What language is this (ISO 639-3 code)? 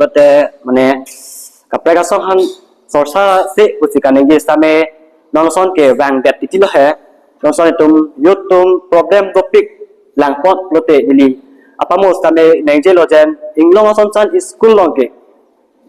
mjw